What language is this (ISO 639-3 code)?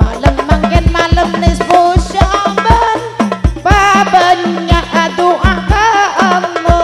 mad